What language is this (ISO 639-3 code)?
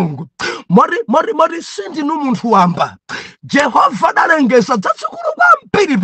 nya